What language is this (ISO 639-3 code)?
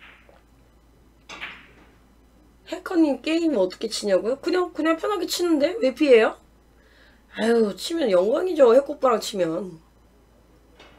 kor